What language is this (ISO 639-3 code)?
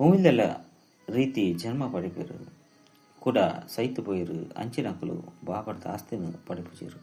tcy